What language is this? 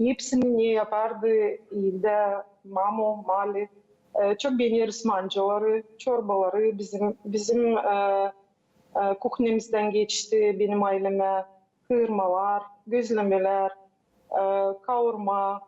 Gagauz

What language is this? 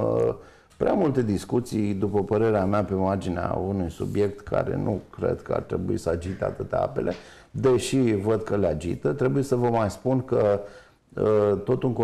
Romanian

